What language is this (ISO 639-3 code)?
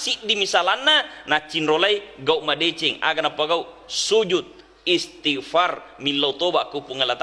bug